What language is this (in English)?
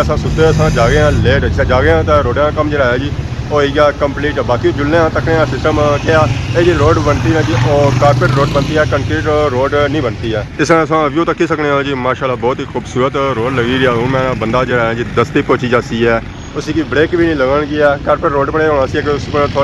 Pahari-Potwari